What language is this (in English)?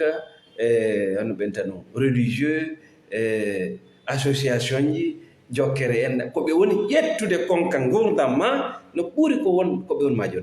Fula